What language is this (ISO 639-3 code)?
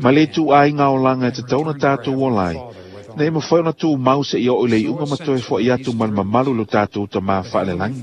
smo